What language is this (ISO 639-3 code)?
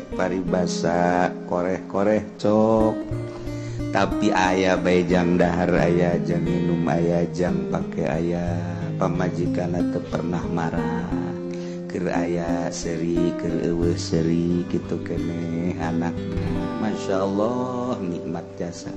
sun